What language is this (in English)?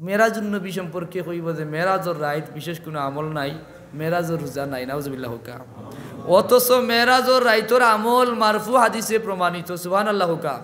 Sylheti